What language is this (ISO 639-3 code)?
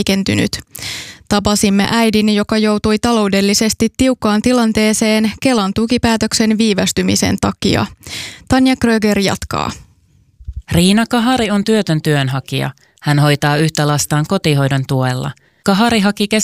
fin